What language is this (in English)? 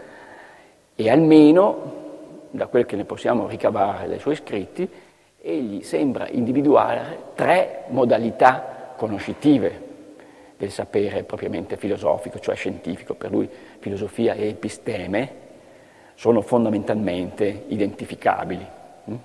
Italian